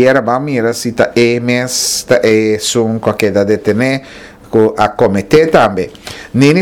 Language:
Papiamento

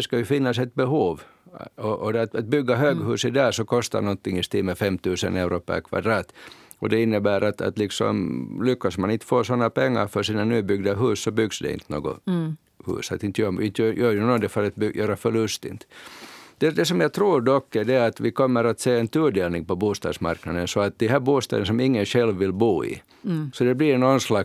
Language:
Swedish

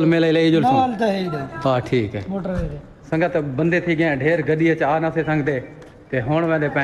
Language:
Saraiki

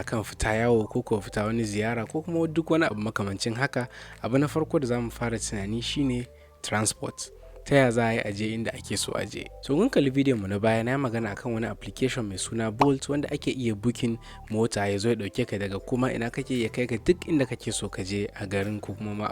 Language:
Hausa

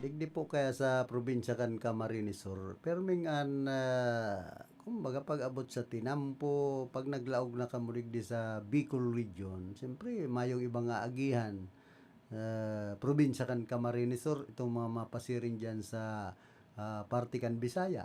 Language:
Bikol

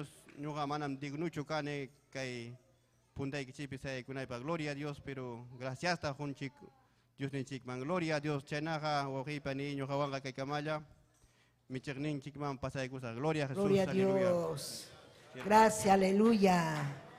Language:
Ayacucho Quechua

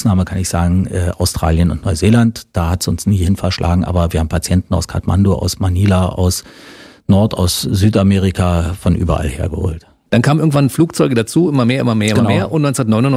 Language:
German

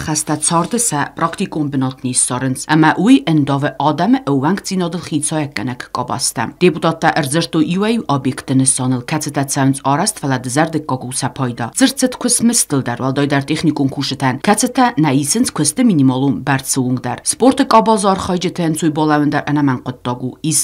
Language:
Ossetic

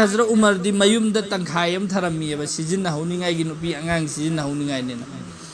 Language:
Manipuri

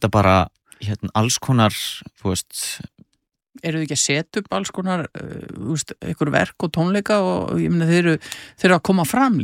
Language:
Icelandic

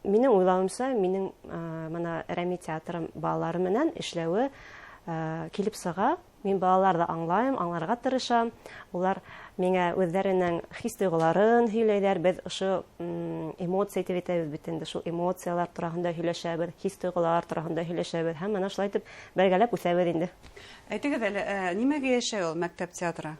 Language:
Bashkir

